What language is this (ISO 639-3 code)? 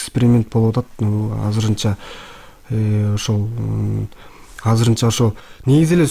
kir